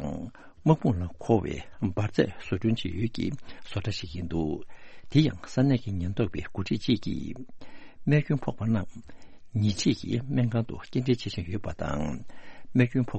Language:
Tibetan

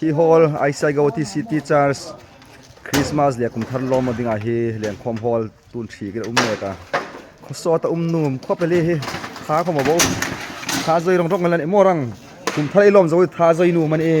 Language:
Hmar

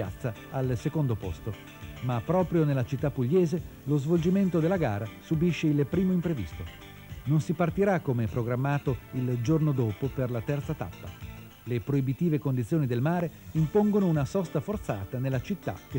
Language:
Italian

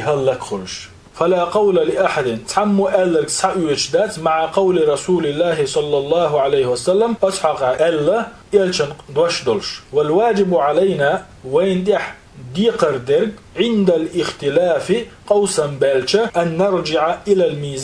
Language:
Chechen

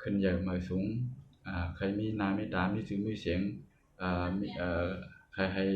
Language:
Shan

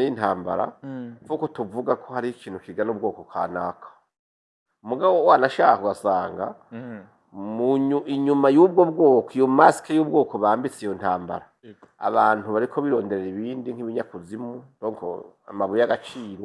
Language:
Rundi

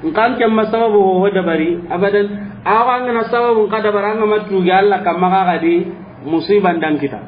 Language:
Soninke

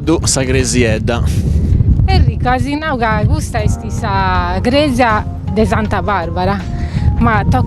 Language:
Sardinian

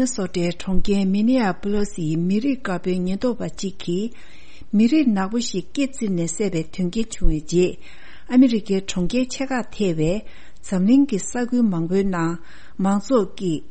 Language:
Tibetan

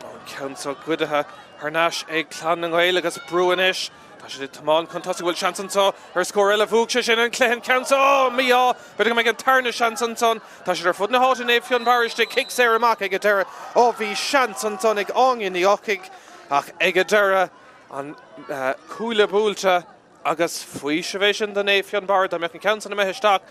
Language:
Irish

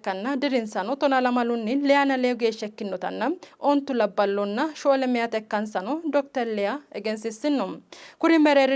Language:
Sidamo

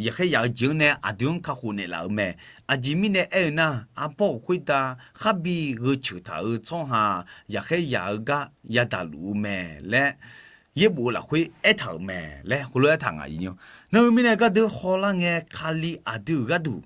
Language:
Akha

